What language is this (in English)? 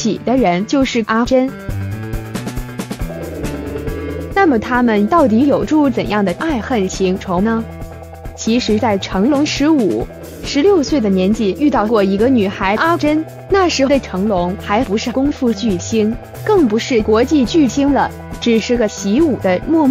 Chinese